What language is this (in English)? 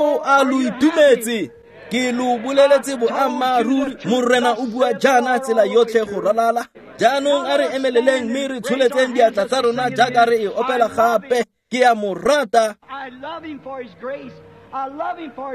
Tswana